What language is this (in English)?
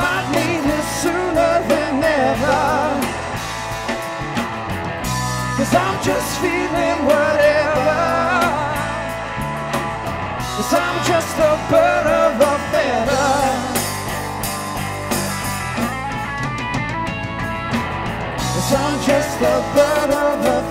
English